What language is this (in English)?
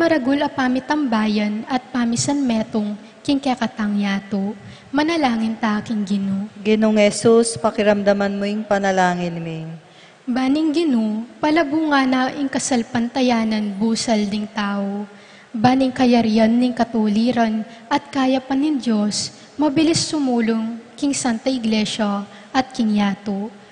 Pampanga